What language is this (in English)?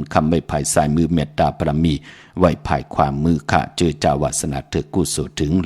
Shan